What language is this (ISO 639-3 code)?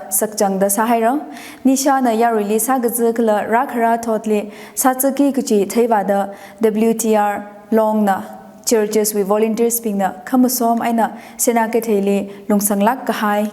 nmf